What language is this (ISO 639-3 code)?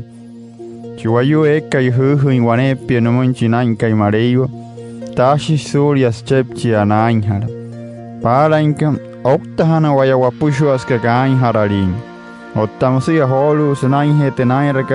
guc